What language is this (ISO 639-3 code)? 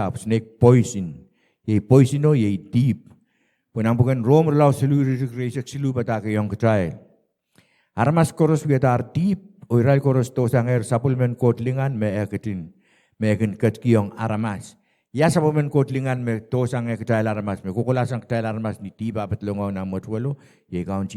pon